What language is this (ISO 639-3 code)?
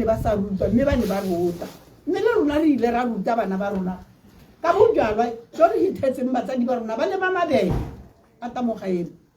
tsn